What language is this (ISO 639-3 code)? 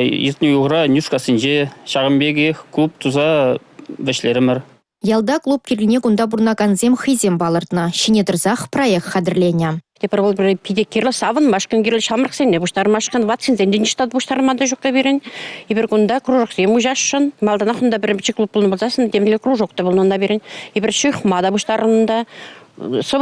chv